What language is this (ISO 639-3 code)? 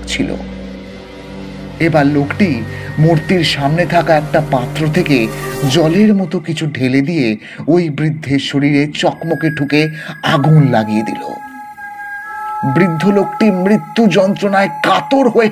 ben